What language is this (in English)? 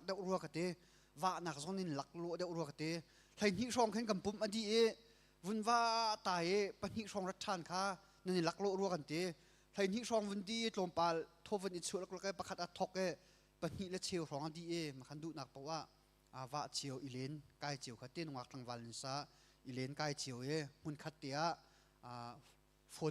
Hakha Chin